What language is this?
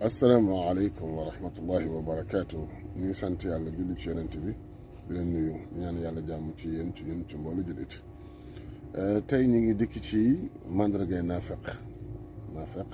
Wolof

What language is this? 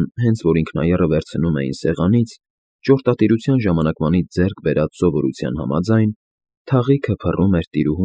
Armenian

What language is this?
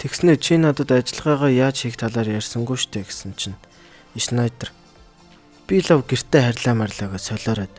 Mongolian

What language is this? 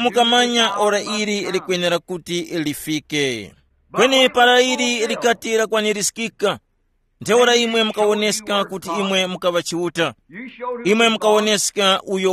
Tumbuka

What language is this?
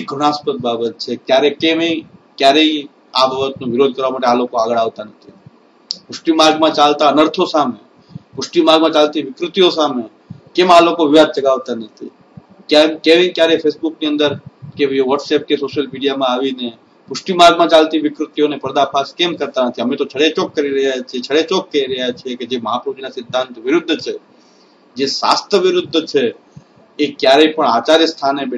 Gujarati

